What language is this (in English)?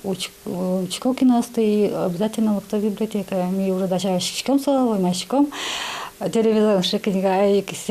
Udmurt